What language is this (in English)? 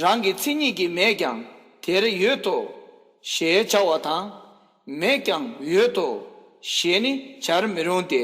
Tibetan